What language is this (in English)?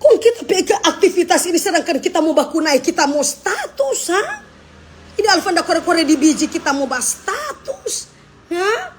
Manado Malay